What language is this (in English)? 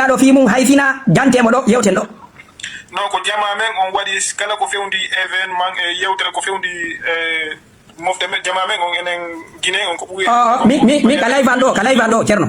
Fula